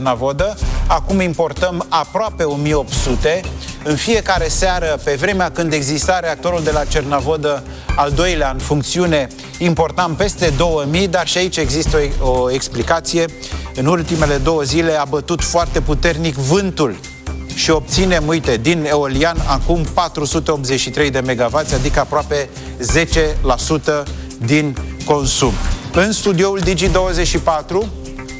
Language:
Romanian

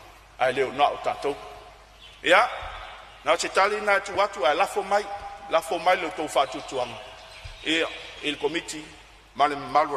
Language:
Samoan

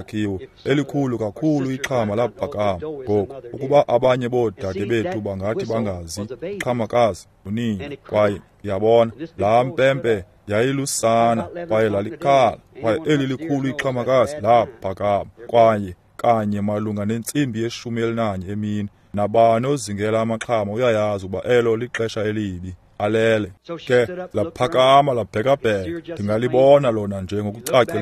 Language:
Xhosa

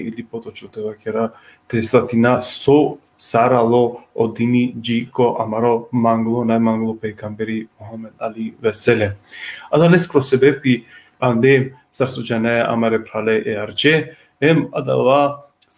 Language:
Balkan Romani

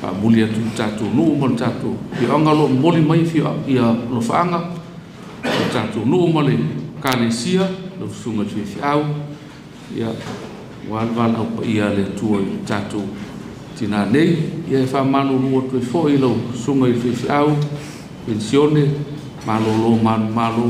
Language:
Samoan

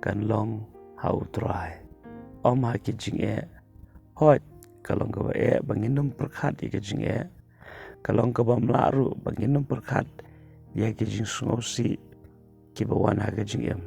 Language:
Khasi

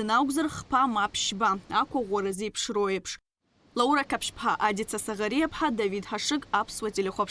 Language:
Abkhazian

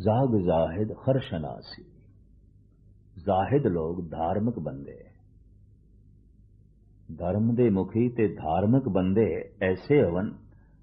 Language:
Punjabi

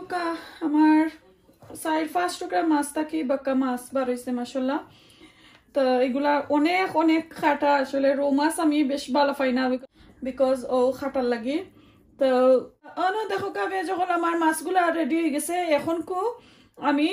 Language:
Sylheti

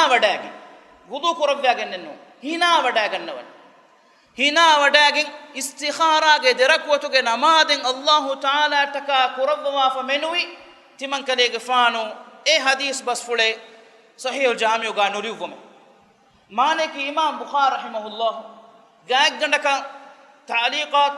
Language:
Divehi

